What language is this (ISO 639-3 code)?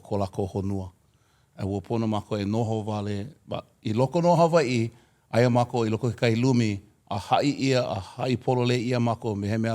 haw